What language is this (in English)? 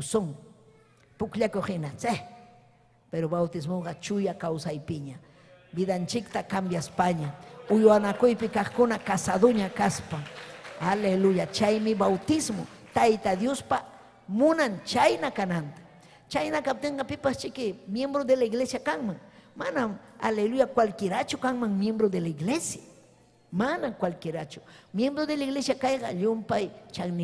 Ayacucho Quechua